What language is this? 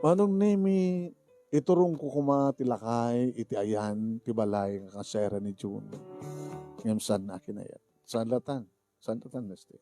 Iloko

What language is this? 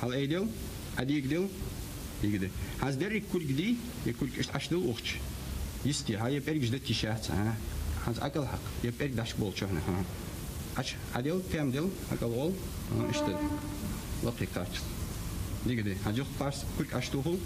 Ingush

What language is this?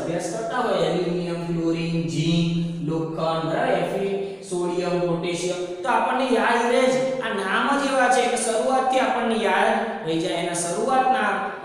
Gujarati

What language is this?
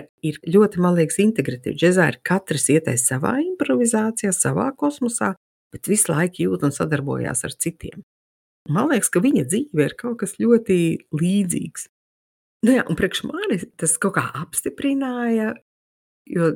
Latvian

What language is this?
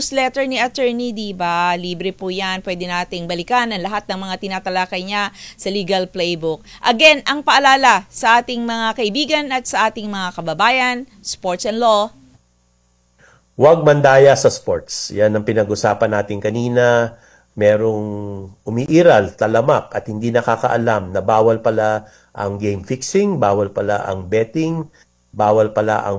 Filipino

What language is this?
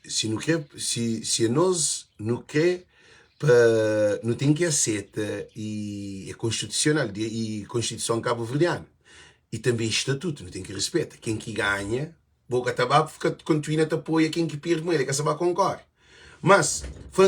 Kabuverdianu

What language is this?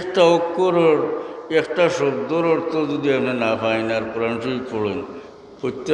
Sylheti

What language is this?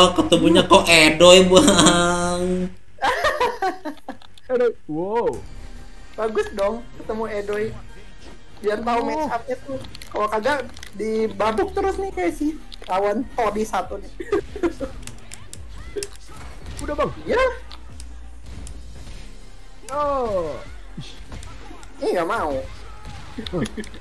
Indonesian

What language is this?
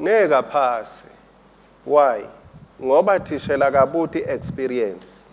Swati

